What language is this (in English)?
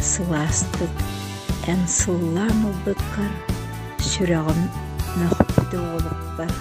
Yakut